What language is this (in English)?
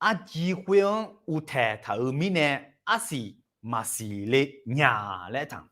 Akha